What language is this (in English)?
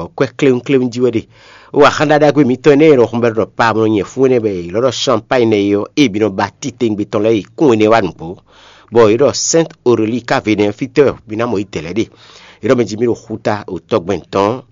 Fon